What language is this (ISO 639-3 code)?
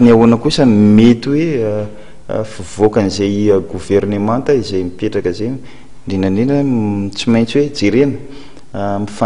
mlg